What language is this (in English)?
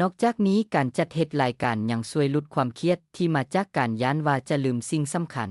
Lao